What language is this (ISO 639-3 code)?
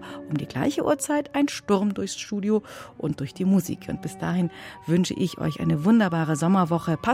deu